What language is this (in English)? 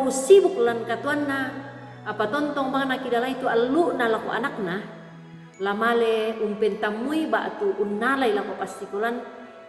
Toraja-Sa'dan